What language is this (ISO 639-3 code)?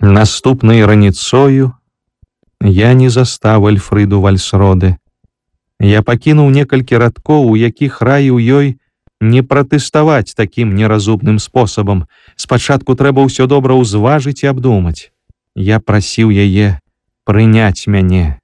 bel